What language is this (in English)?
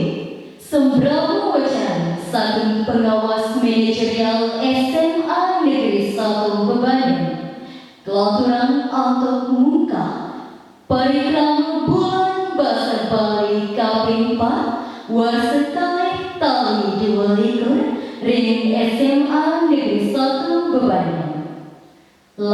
Balinese